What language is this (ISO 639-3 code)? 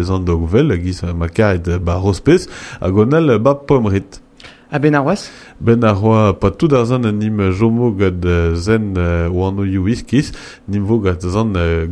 bre